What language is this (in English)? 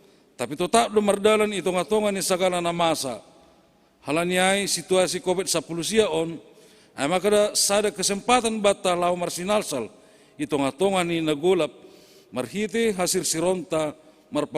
Batak Simalungun